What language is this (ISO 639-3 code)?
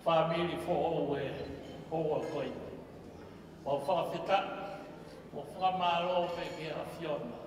ton